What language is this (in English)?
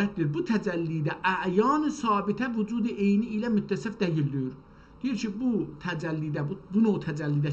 South Azerbaijani